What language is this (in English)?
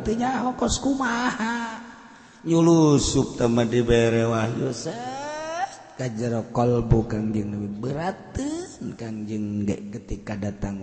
Sundanese